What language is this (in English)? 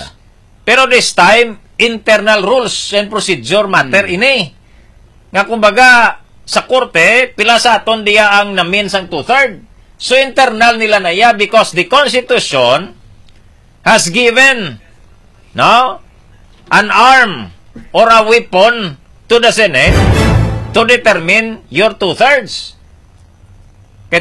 Hiligaynon